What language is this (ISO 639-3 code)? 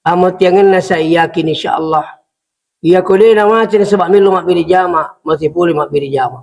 bug